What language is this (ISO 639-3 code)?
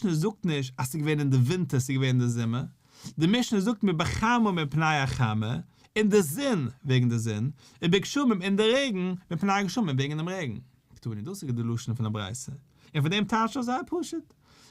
yid